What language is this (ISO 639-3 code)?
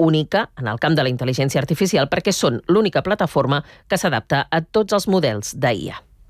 cat